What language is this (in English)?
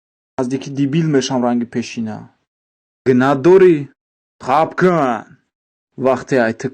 Tajik